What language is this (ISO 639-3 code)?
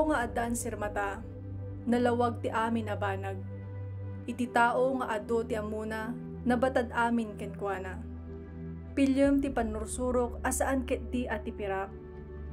ilo